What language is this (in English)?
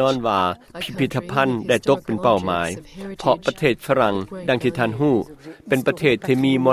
Lao